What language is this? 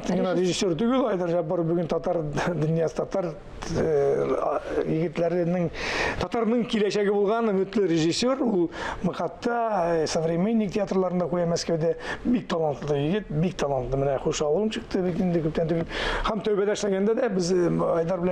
Tatar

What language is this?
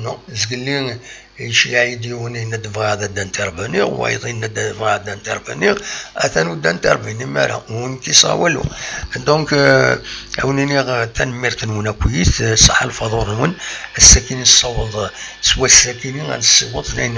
Kabyle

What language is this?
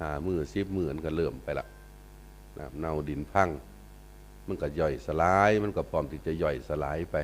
Northeastern Thai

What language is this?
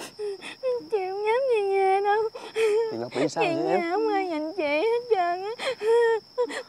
Vietnamese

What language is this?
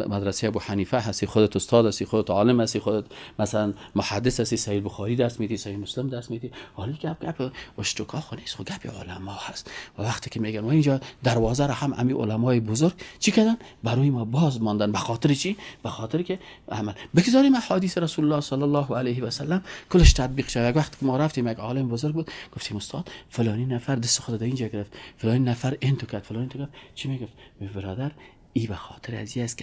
Persian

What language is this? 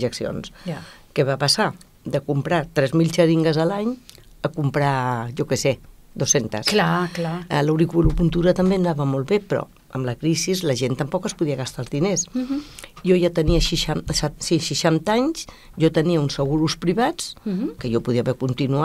Catalan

